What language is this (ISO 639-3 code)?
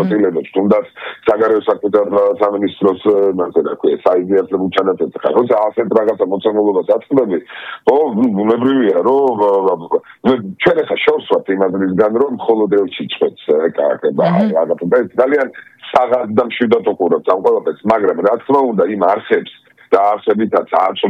kat